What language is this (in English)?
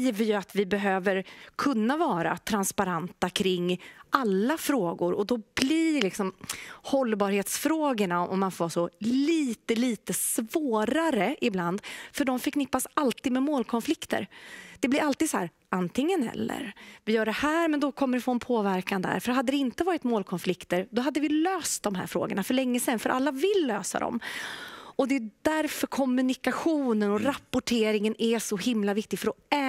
Swedish